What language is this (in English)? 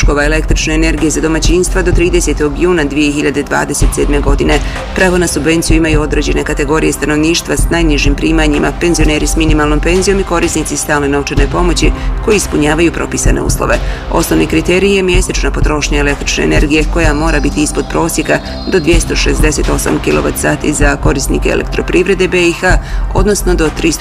Bosnian